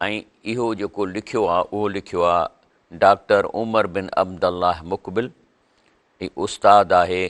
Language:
Sindhi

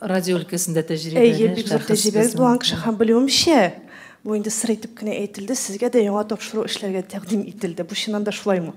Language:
Tatar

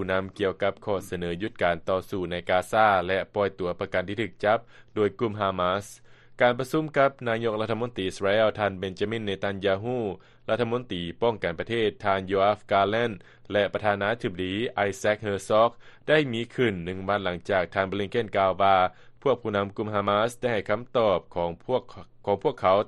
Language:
Lao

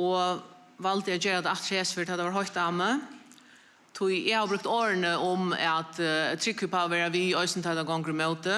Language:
Faroese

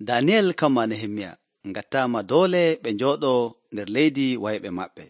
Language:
Nigerian Fulfulde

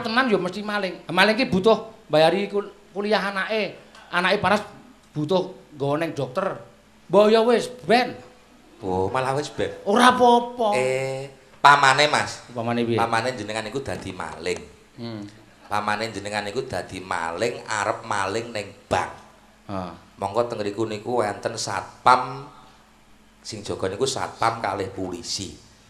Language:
Javanese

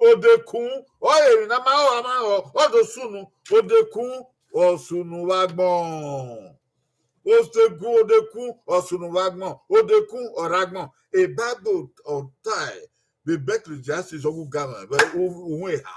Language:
Bini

